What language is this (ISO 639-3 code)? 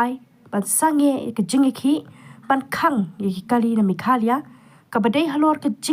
kha